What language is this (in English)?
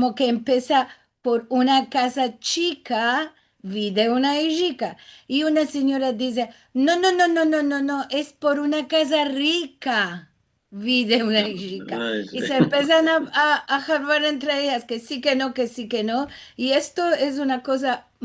Ladino